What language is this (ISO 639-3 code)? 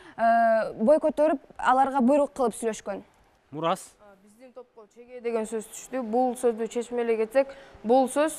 kir